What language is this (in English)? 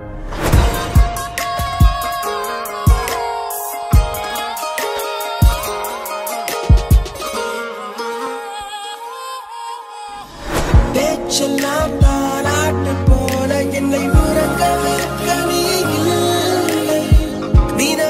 Tamil